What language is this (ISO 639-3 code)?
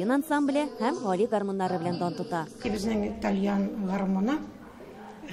tat